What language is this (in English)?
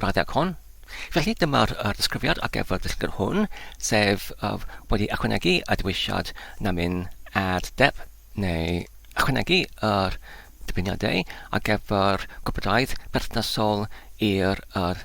Welsh